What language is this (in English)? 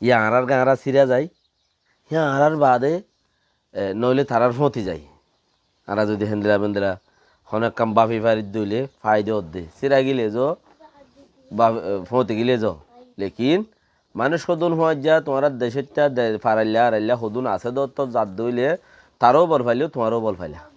Rohingya